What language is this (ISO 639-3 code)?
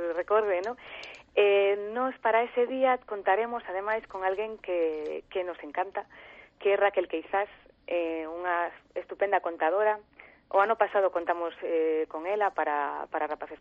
glg